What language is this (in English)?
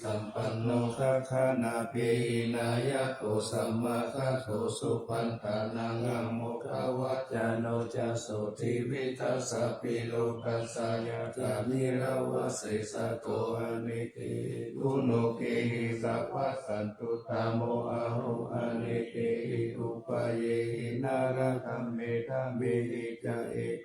Pali